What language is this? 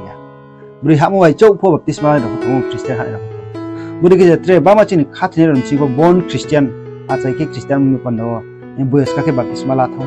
Riang (India)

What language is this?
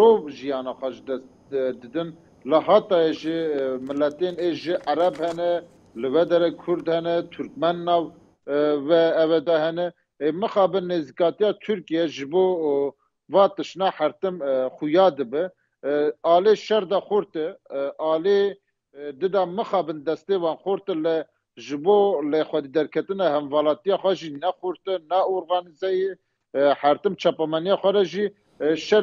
Kurdish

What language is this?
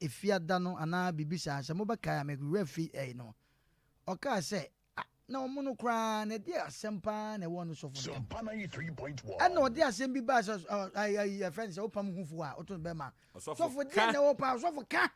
Akan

